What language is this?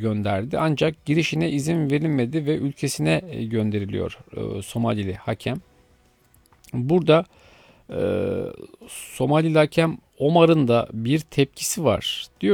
Turkish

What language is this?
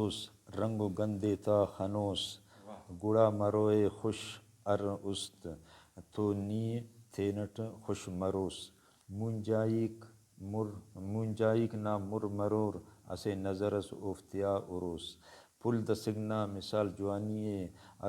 Brahui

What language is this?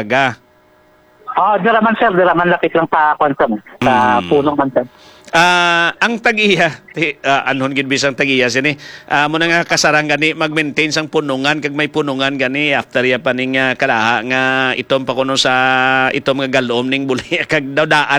Hiligaynon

